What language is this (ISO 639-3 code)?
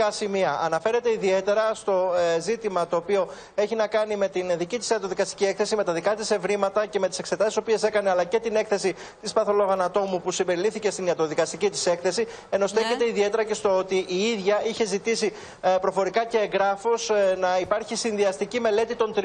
ell